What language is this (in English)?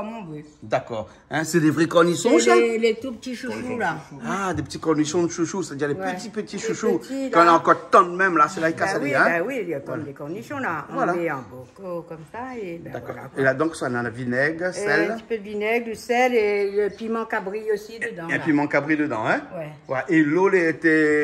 Réunion Creole French